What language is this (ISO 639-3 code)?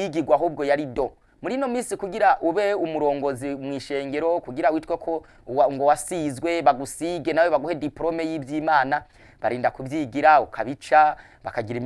run